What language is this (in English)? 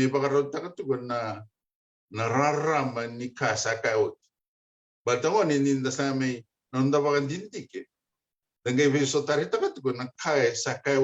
Fijian